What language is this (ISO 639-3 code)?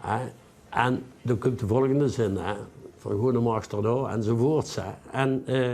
lim